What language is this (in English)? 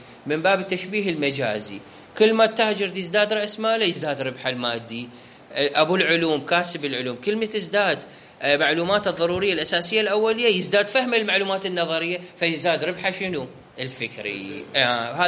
Mesopotamian Arabic